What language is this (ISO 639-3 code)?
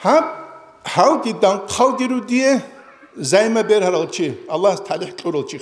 ava